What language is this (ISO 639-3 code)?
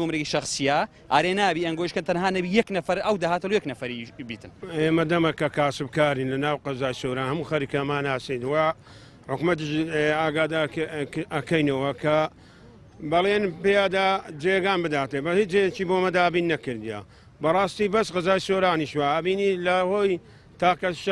ckb